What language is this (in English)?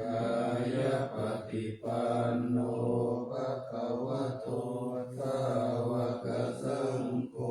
Pali